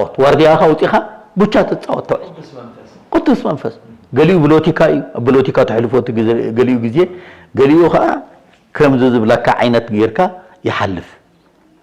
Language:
Tigrinya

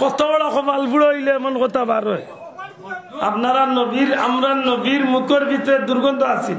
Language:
Sylheti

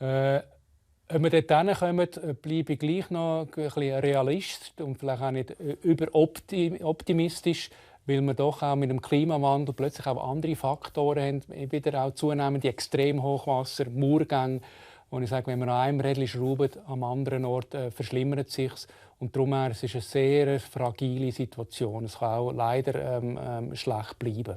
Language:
Romansh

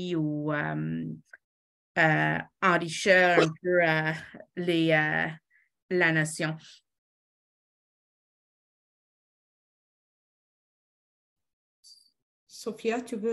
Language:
French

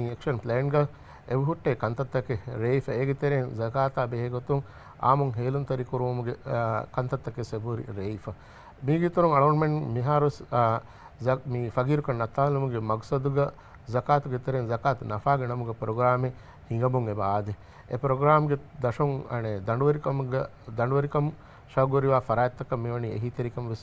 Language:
Divehi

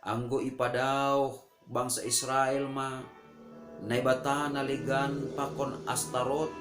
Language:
Batak Simalungun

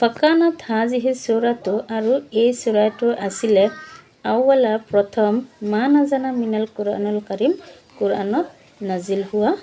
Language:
Assamese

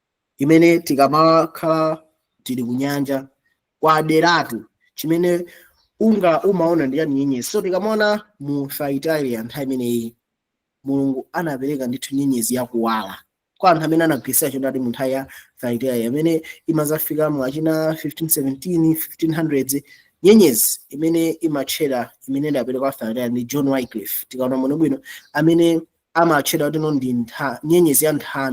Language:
Nyanja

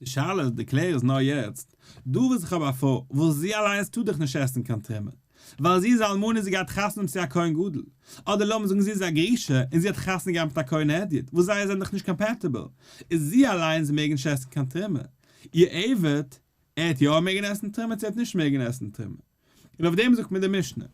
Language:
Yiddish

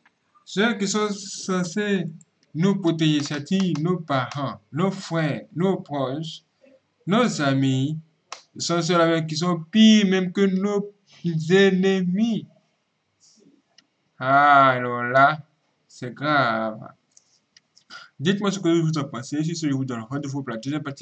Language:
French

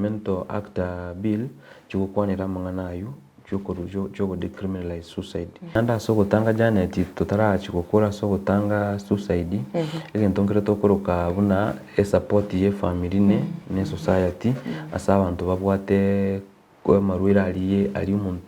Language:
Gusii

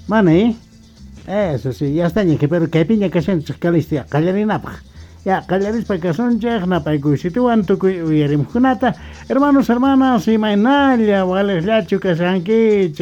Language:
South Bolivian Quechua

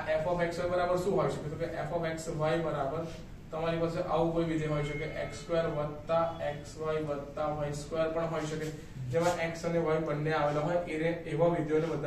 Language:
Gujarati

